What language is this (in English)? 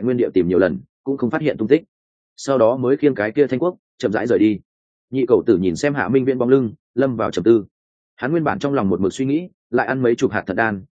Vietnamese